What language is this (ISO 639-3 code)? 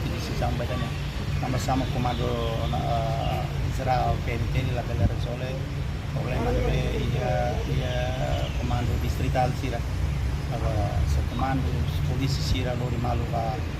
tet